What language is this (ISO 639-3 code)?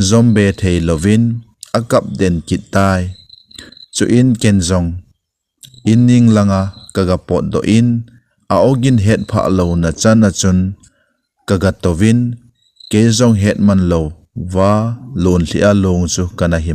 tcz